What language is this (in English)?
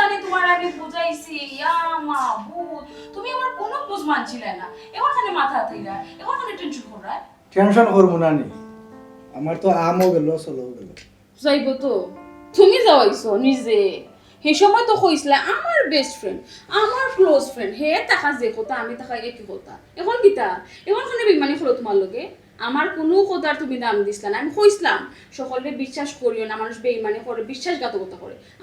Sylheti